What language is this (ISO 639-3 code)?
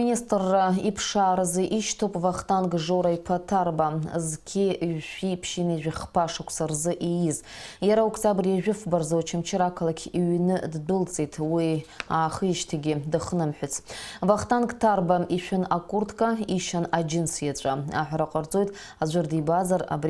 abk